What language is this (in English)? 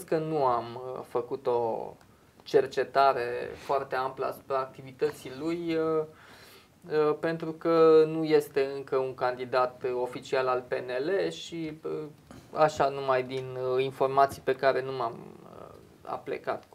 Romanian